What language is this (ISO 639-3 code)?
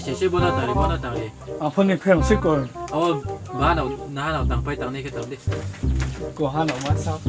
ria